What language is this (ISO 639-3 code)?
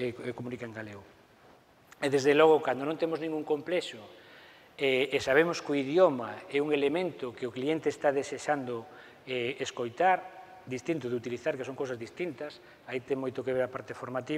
glg